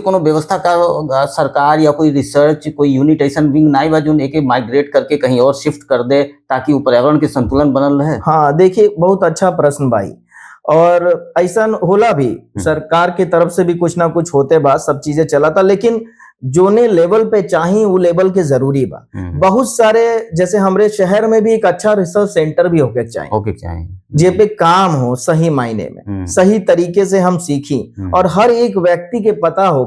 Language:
Bhojpuri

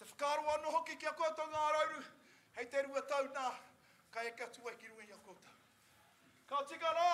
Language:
Māori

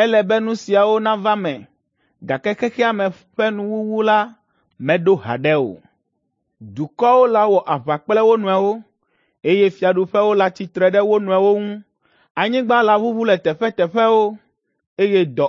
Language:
Ewe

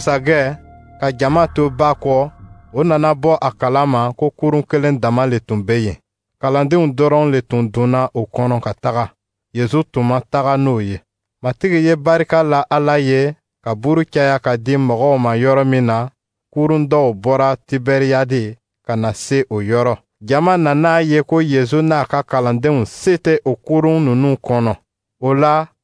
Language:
Dyula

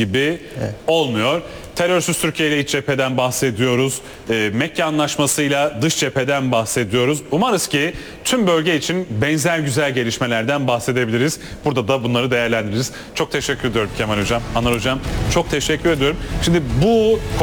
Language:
Turkish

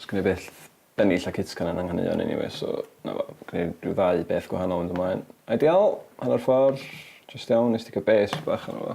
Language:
Welsh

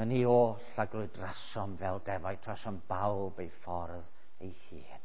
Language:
Welsh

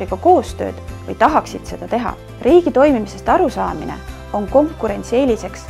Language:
Estonian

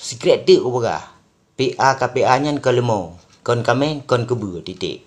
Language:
Achinese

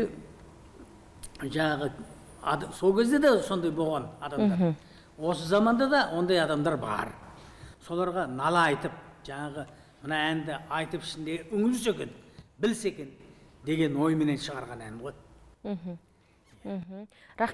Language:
Kazakh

